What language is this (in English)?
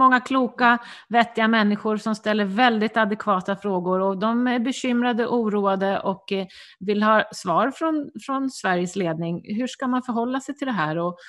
Swedish